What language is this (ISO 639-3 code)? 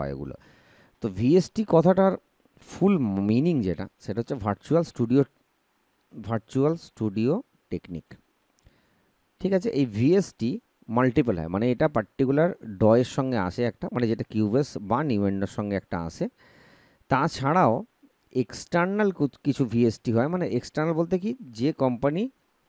ben